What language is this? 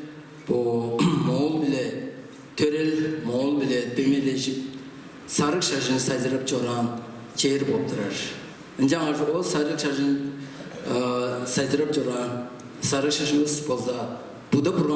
Tuvinian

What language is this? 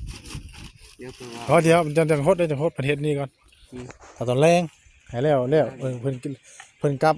Northeastern Thai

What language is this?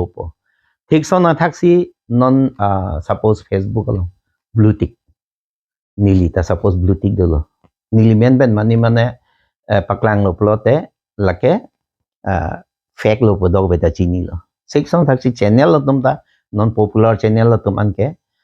Karbi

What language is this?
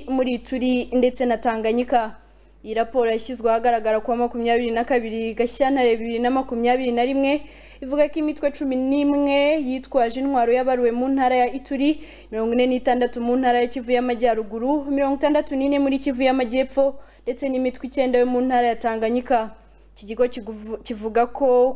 Kinyarwanda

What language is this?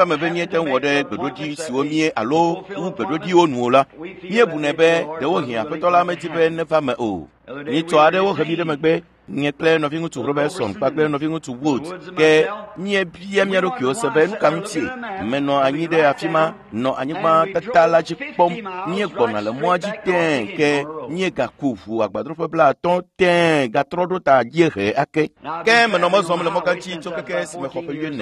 Ewe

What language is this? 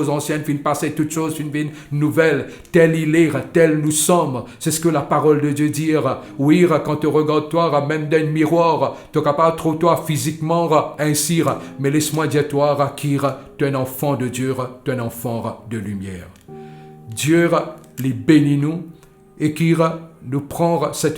Morisyen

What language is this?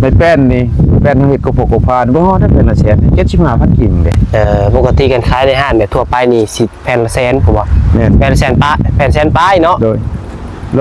Northeastern Thai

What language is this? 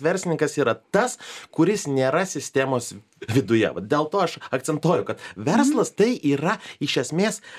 Lithuanian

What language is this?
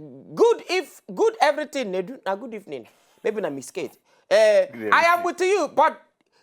Nigerian Pidgin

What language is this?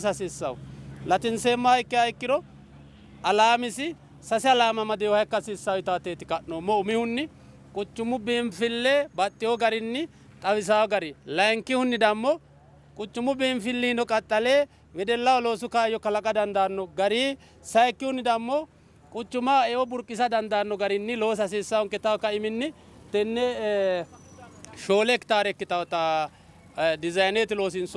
Sidamo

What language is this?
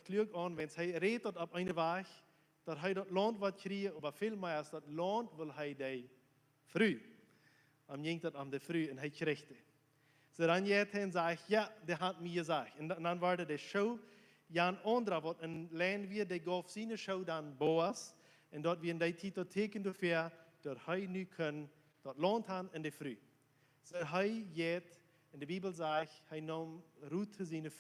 Plautdietsch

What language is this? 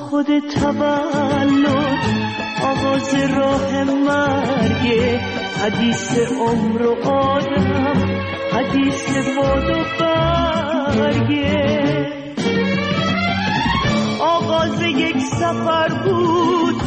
Persian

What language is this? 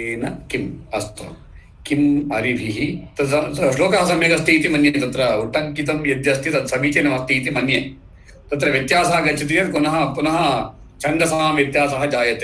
Sanskrit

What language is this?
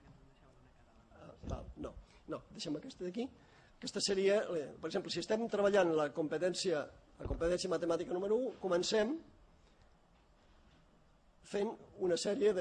Catalan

